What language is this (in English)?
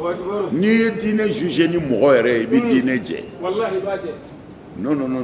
Bambara